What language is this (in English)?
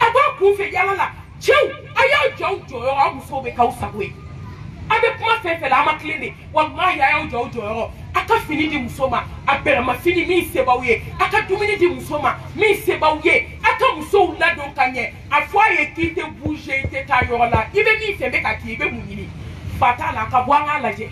Bambara